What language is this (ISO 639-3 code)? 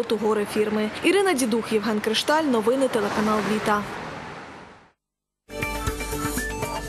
ukr